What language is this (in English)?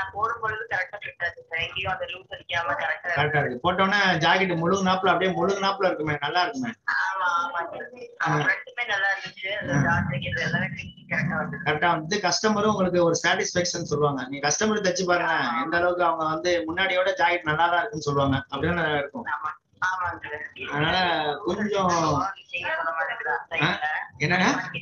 Tamil